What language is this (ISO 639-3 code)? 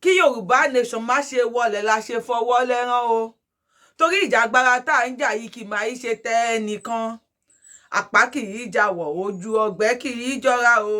yor